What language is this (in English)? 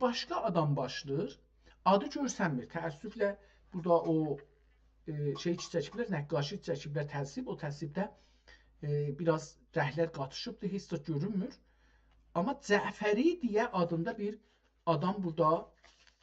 South Azerbaijani